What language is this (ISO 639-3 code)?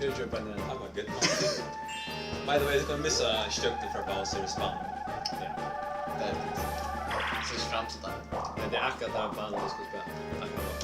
fao